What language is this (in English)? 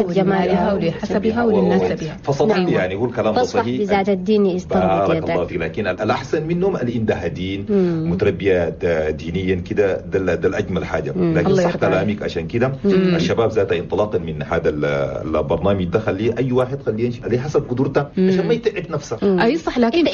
Chadian Arabic